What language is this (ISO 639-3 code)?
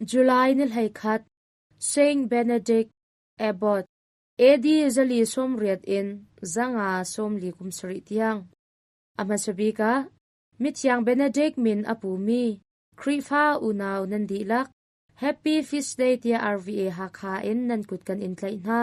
cnh